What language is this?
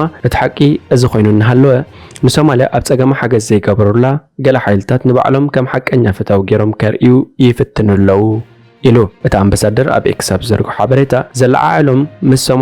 Tigrinya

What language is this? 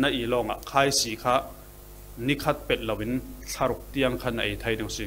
Falam Chin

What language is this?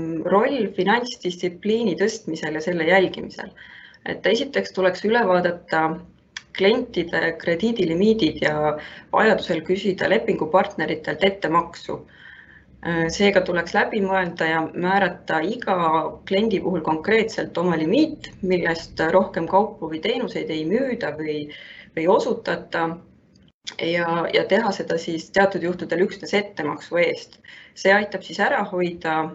Estonian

